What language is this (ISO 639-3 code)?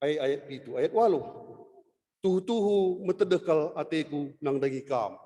btx